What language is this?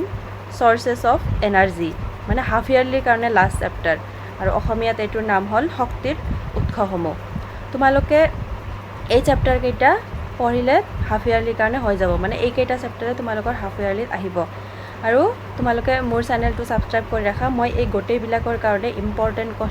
Assamese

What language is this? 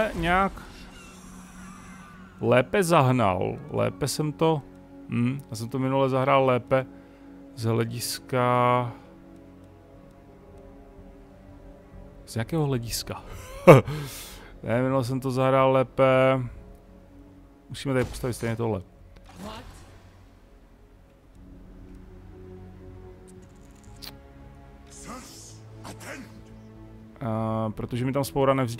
Czech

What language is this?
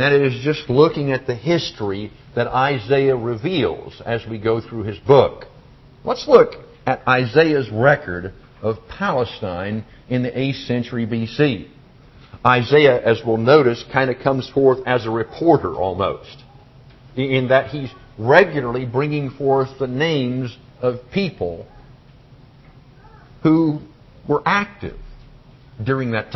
English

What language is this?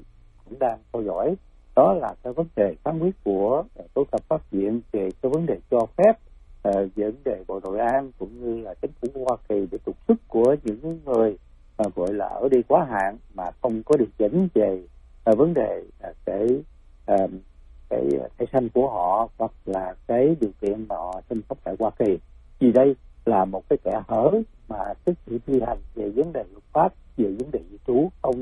Vietnamese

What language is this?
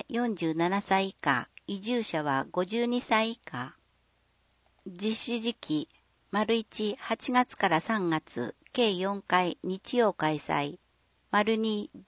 Japanese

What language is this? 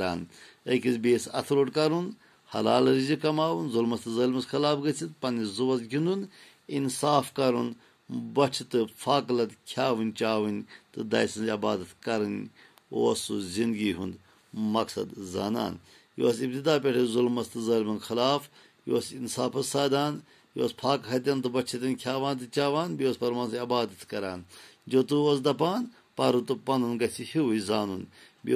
Kashmiri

